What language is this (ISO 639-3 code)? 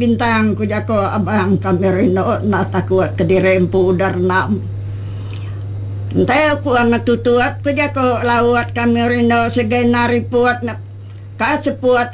iba